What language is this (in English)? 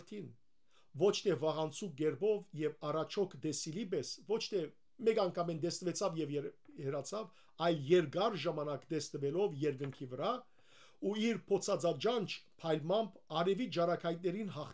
Western Armenian